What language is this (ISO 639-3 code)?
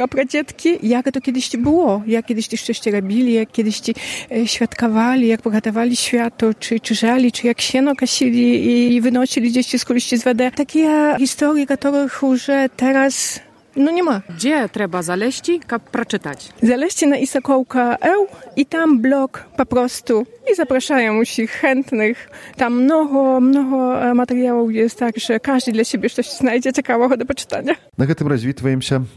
bel